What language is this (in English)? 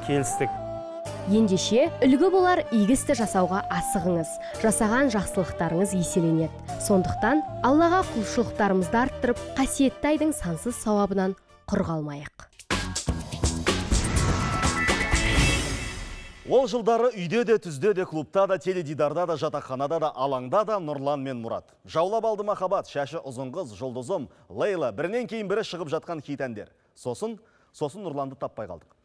Kazakh